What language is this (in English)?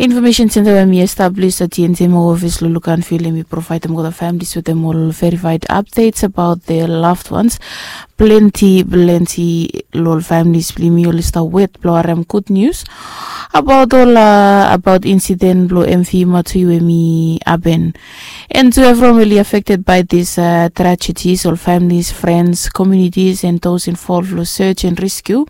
Bislama